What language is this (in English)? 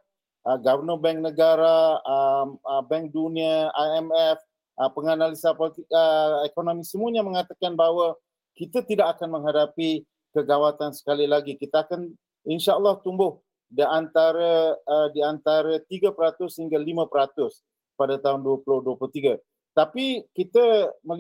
Malay